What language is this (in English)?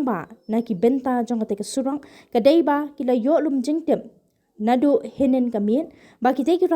Khasi